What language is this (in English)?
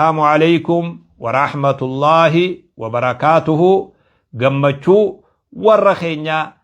Oromo